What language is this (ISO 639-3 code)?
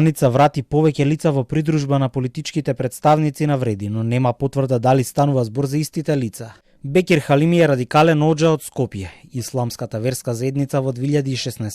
mkd